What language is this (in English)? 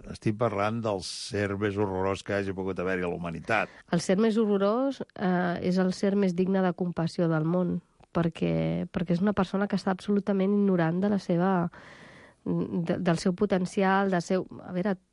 Catalan